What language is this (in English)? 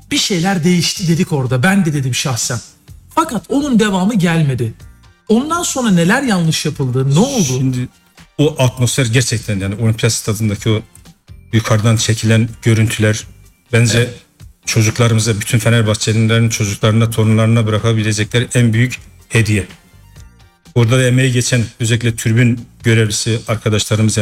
Turkish